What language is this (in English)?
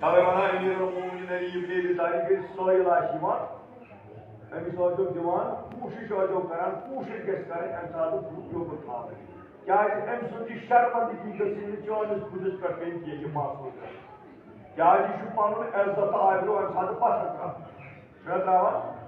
Kashmiri